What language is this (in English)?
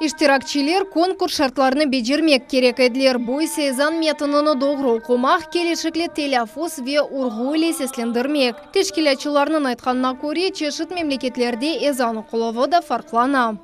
Crimean Tatar